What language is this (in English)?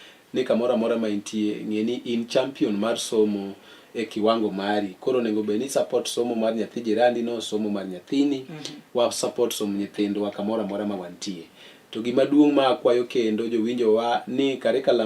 Luo (Kenya and Tanzania)